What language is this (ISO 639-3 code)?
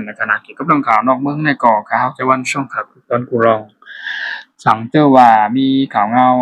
shn